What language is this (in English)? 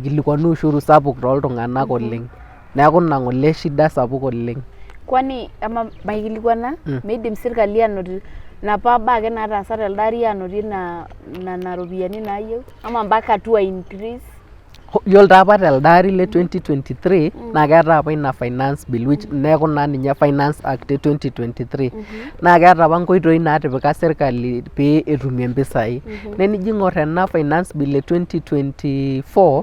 Masai